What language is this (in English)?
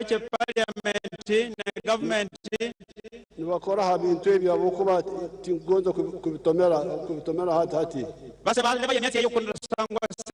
Nyankole